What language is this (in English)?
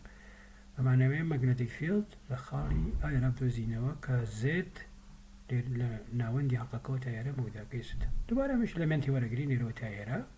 Central Kurdish